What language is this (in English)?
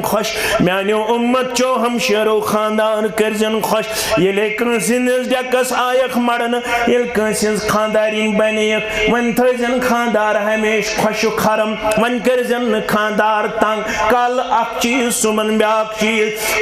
Kashmiri